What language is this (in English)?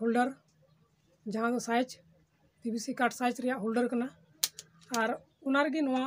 Santali